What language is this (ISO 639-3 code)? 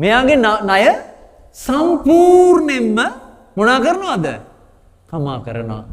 sin